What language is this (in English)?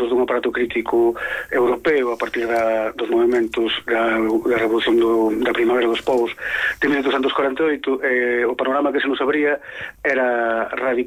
Galician